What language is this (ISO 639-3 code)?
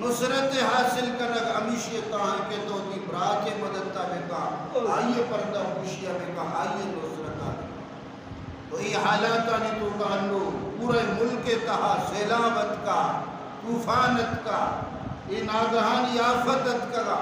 bal